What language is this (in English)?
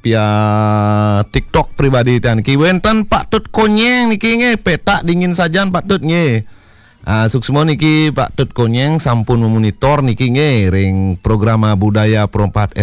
Balinese